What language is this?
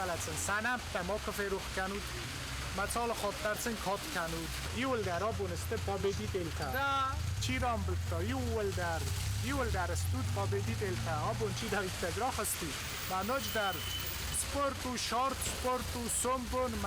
Ossetic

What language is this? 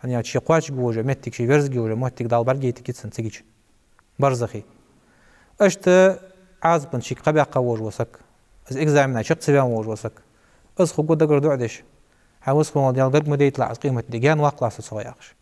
Ingush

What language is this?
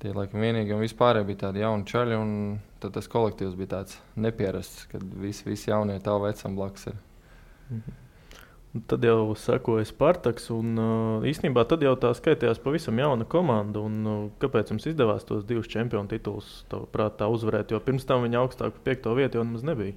Latvian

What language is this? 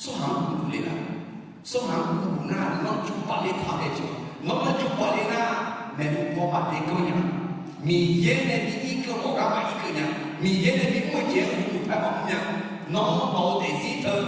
Akha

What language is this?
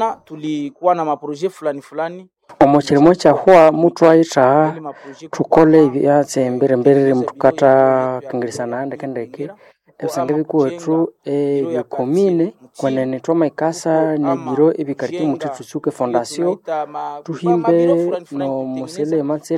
Nande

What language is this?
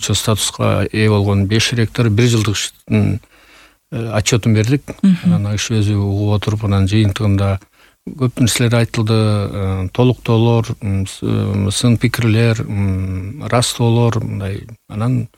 Kyrgyz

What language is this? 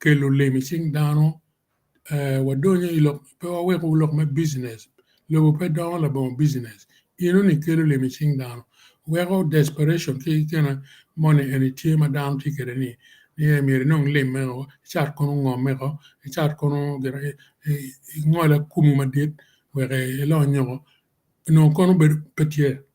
Acoli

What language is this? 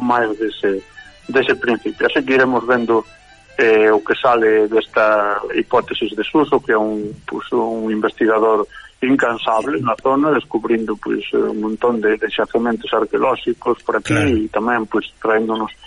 Galician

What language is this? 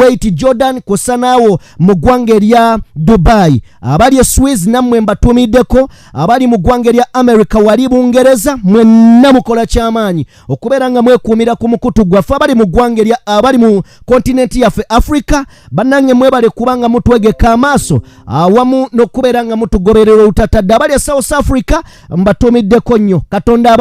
Ganda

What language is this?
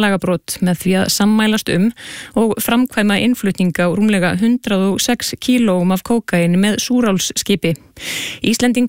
Icelandic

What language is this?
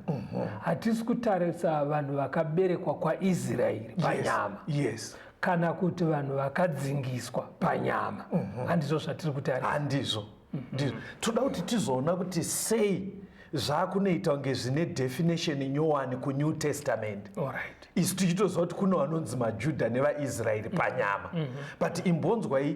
Shona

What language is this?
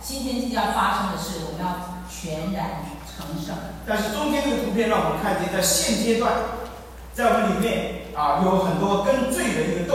Chinese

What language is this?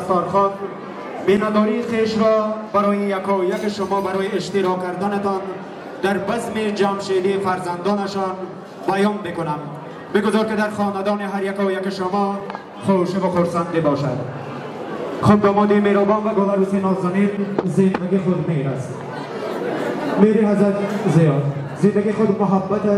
Persian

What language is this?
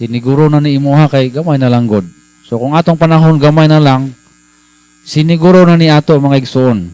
Cebuano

